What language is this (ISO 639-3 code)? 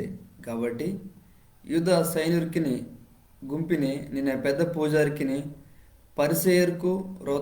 kff